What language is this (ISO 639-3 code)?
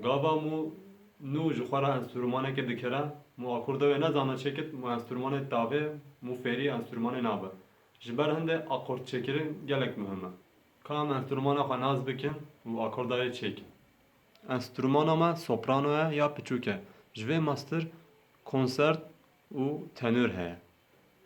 kur